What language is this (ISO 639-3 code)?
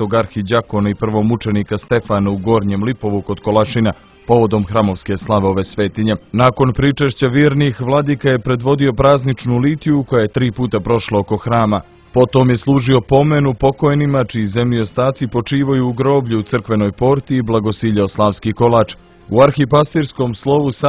srp